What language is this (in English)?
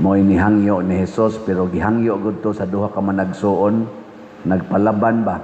Cebuano